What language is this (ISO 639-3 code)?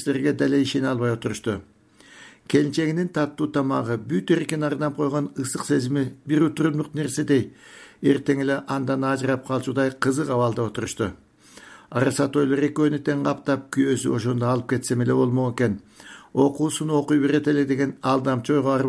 kir